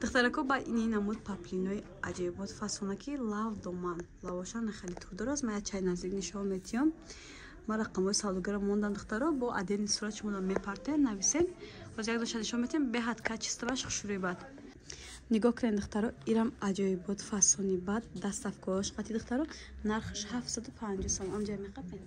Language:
Tajik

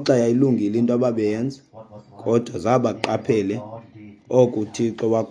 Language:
Xhosa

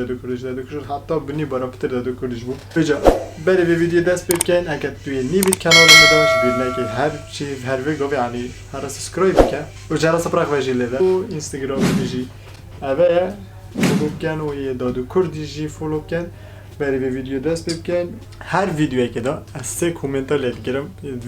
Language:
Kurdish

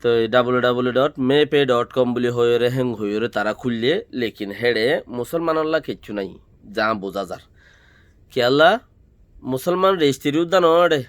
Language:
Rohingya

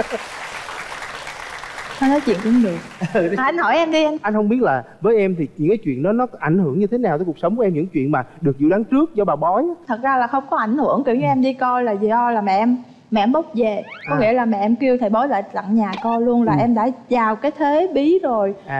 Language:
Vietnamese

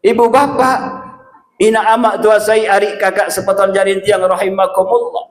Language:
Sasak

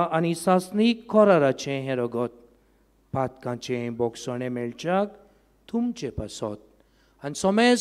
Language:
Konkani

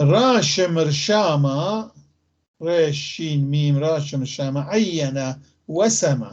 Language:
North Levantine Arabic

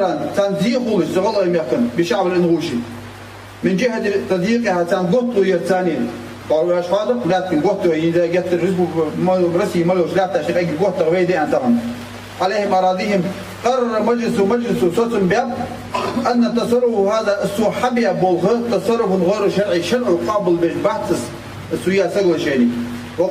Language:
Ingush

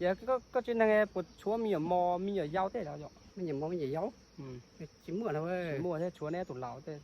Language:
Hmong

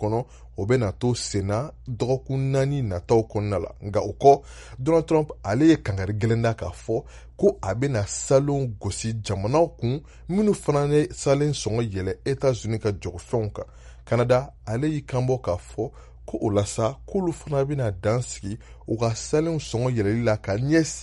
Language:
Bambara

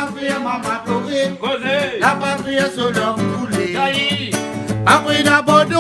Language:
Réunion Creole French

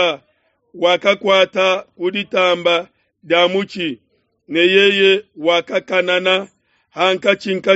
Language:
Luba-Lulua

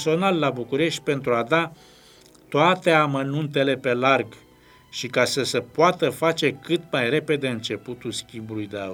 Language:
Romanian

